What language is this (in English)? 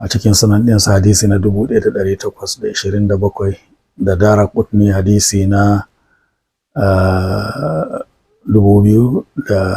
Hausa